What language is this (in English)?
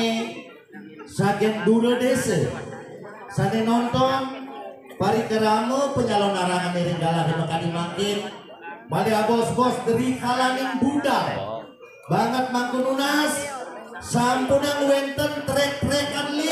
Balinese